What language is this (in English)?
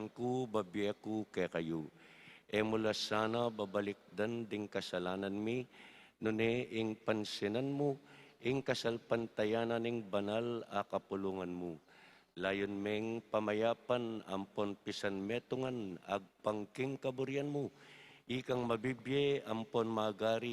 Pampanga